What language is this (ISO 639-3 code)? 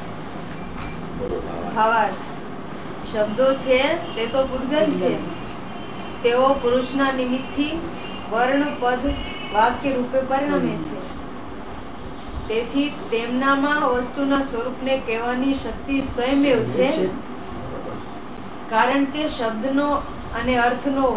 guj